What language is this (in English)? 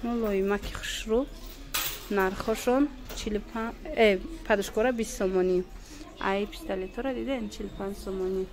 Tajik